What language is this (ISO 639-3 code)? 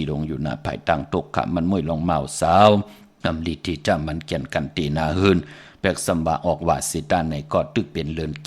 shn